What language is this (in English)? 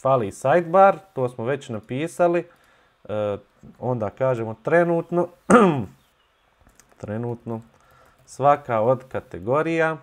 Bosnian